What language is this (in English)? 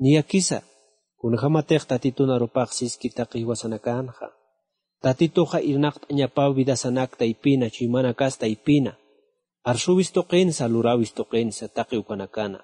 Aymara